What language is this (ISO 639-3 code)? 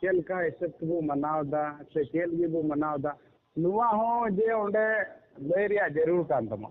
sat